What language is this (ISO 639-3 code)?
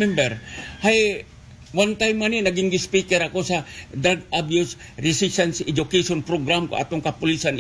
akl